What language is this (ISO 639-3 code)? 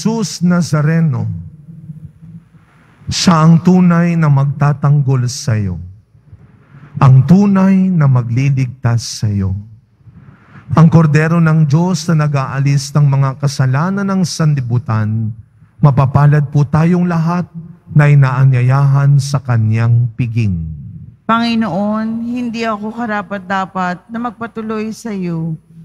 fil